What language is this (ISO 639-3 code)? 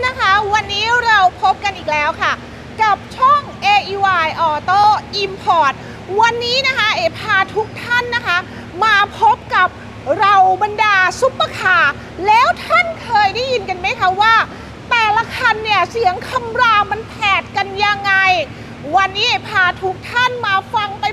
tha